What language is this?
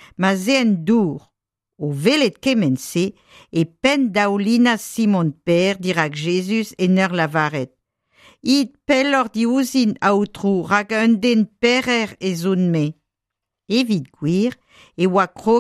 Breton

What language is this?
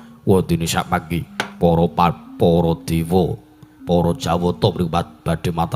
Javanese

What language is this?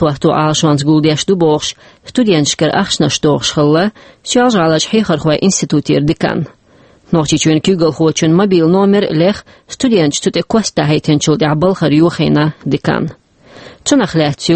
Chechen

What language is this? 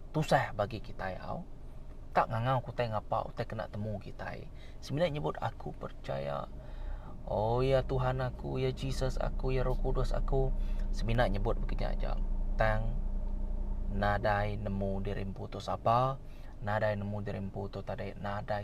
Iban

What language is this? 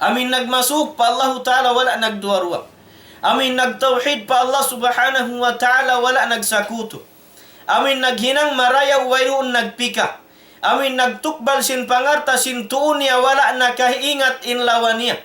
Tausug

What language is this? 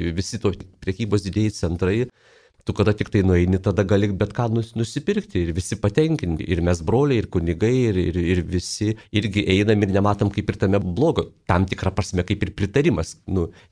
Lithuanian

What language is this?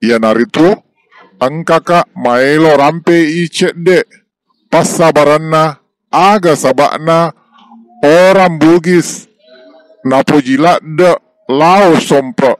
Buginese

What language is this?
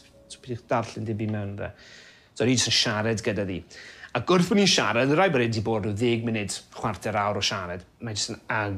Welsh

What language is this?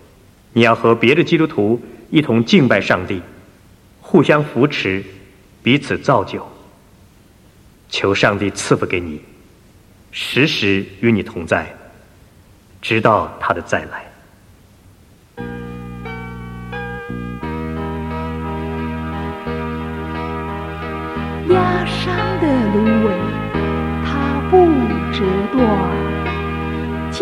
Chinese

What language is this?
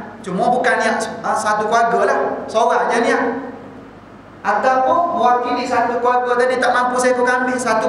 Malay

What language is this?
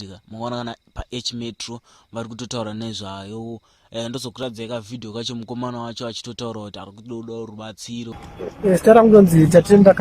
Shona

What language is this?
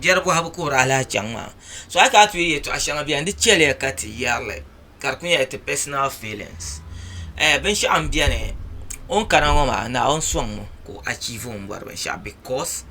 Dagbani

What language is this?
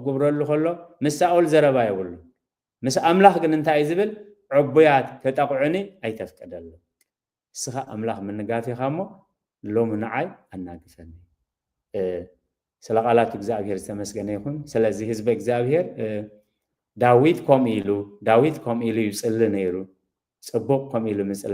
Tigrinya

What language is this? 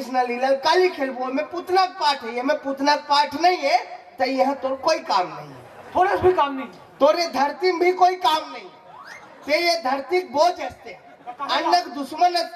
Chhattisgarhi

